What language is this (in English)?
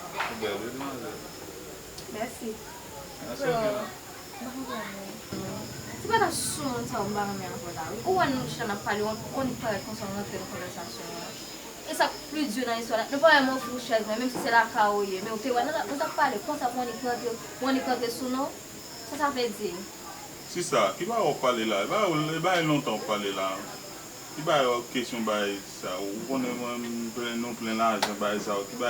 Haitian Creole